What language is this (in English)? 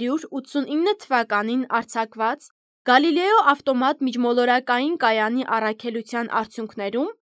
Armenian